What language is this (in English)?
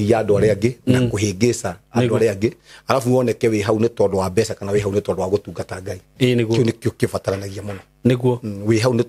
Kikuyu